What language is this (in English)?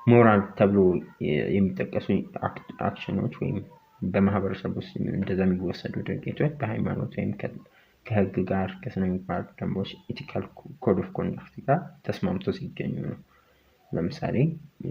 Amharic